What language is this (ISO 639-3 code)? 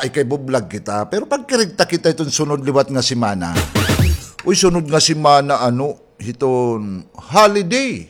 war